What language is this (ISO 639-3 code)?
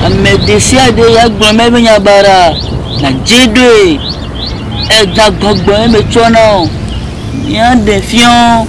ewe